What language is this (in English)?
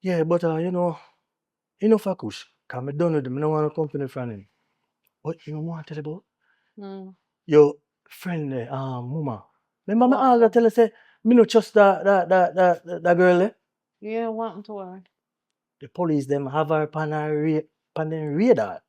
Jamaican Creole English